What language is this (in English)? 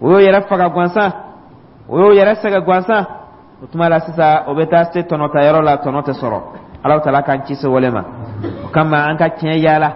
Dyula